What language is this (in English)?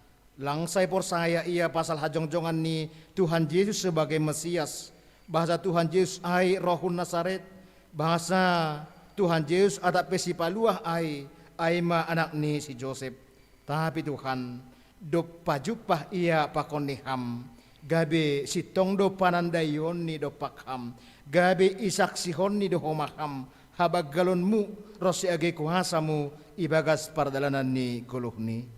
Batak Simalungun